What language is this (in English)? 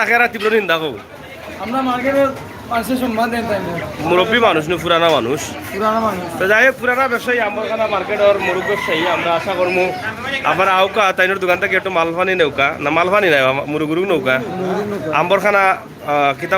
Sylheti